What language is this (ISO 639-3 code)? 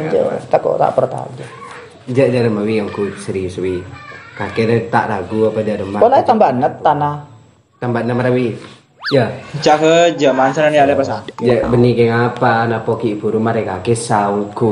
mad